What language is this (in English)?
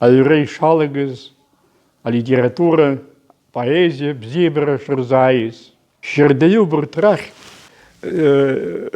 Abkhazian